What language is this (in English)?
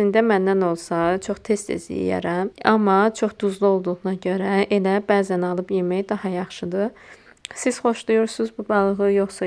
Azerbaijani